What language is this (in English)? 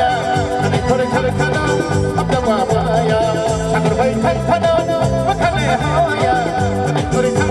Kok Borok